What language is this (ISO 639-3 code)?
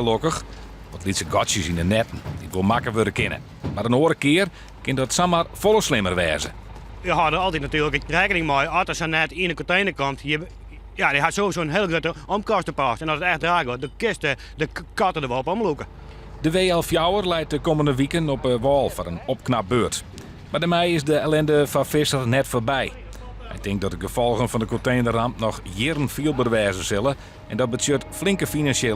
fry